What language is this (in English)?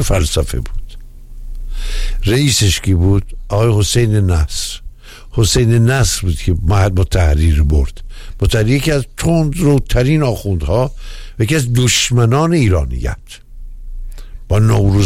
Persian